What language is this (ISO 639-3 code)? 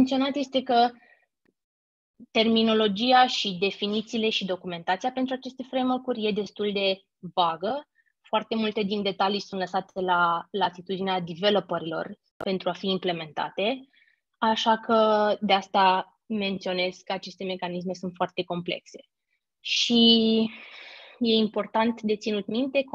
ron